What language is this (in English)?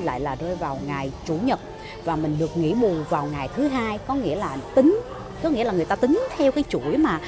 Vietnamese